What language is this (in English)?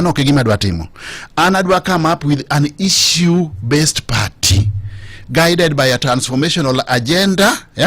Luo (Kenya and Tanzania)